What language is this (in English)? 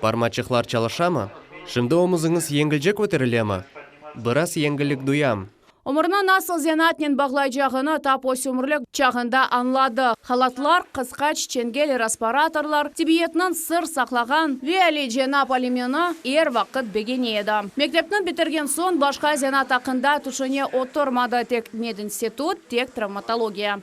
Crimean Tatar